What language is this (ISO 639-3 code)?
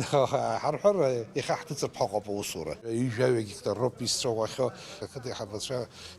abk